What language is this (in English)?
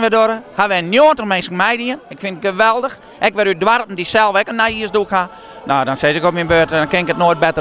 Western Frisian